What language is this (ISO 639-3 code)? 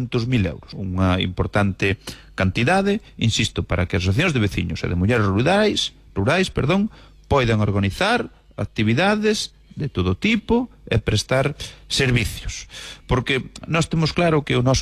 glg